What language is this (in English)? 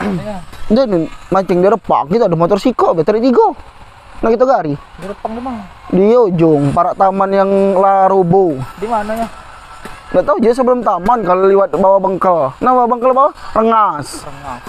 Musi